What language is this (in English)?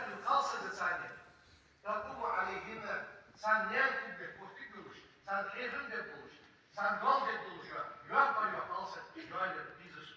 Ingush